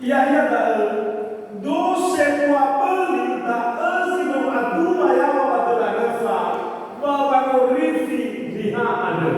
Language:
Nias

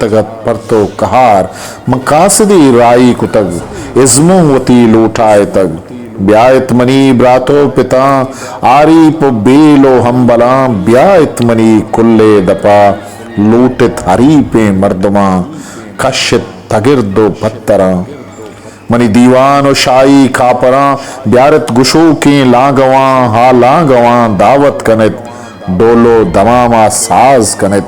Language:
Eastern Balochi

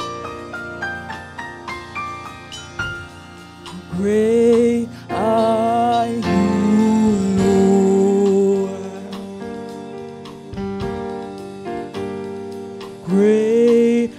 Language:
English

